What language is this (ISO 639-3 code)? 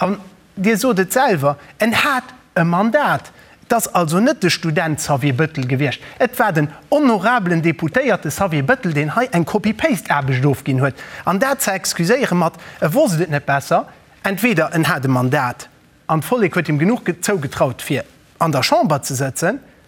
ltz